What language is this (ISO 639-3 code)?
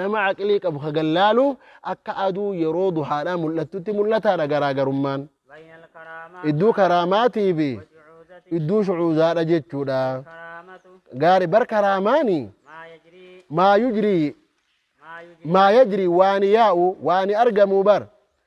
orm